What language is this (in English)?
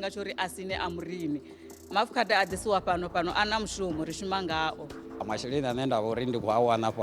Venda